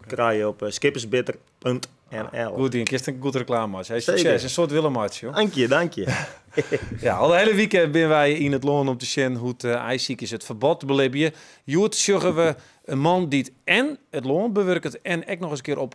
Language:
Western Frisian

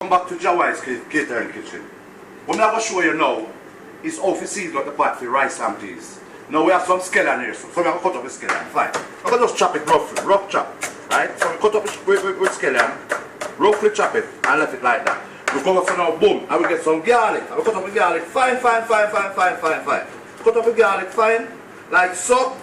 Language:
Jamaican Creole English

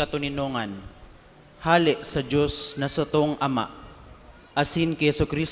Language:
Bikol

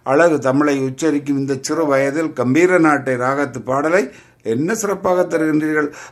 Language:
Tamil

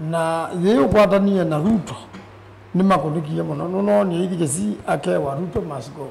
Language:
Kamba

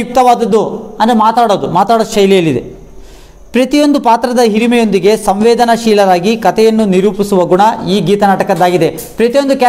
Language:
Kannada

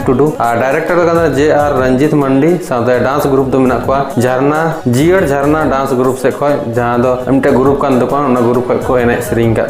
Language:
Santali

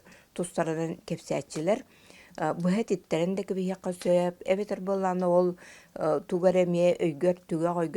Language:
Yakut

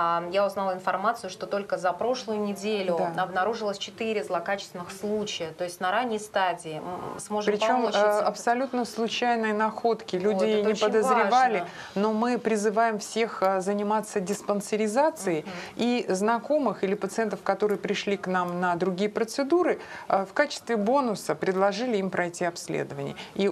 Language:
Russian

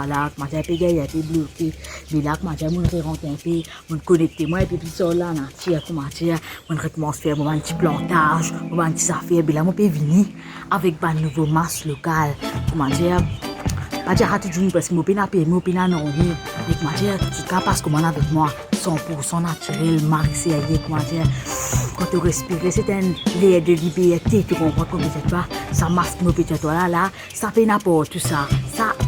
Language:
Morisyen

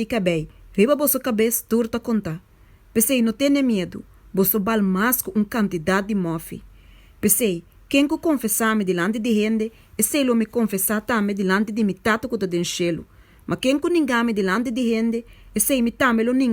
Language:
Papiamento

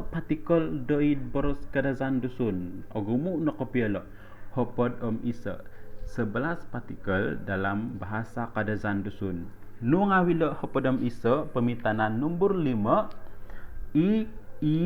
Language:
Central Dusun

